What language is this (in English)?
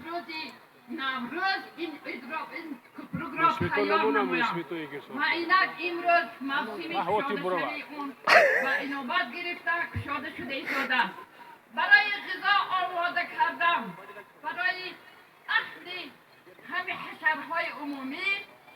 Tajik